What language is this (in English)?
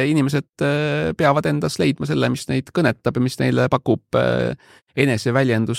Estonian